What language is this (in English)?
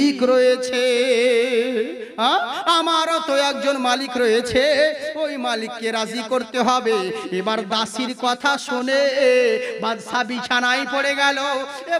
Bangla